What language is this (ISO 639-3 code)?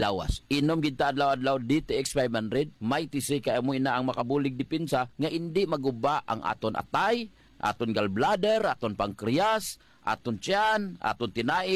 hil